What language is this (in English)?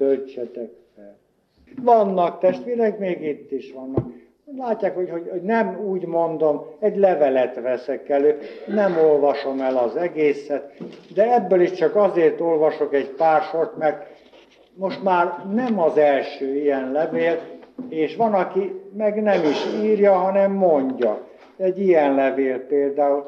Hungarian